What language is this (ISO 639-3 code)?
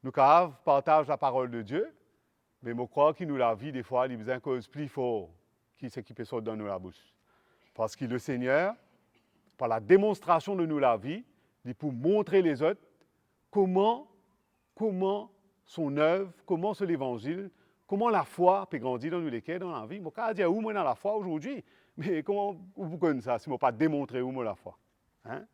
mfe